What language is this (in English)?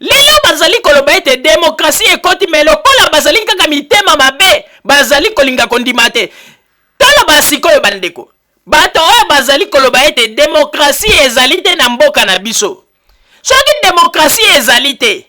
Lingala